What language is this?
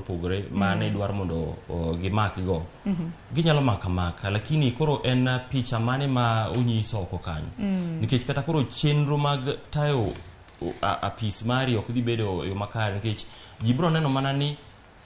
Luo (Kenya and Tanzania)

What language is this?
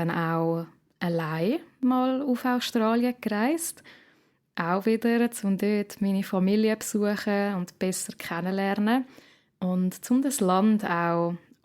Swiss German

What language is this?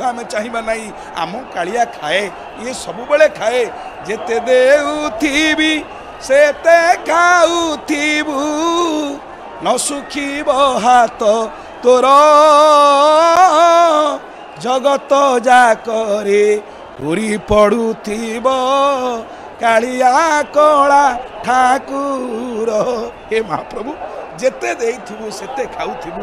Odia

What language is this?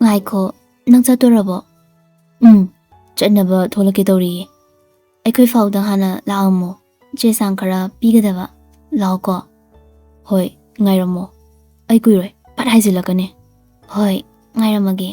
Manipuri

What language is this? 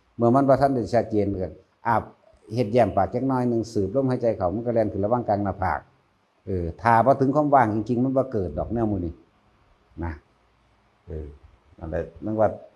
Northeastern Thai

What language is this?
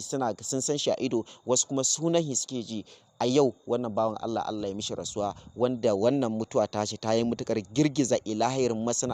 Hausa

